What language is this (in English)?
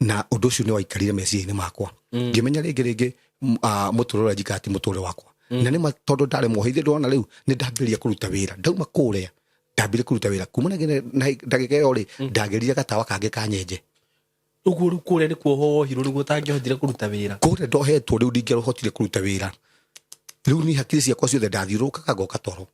Kikuyu